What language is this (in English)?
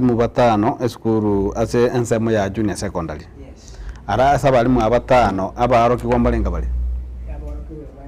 Gusii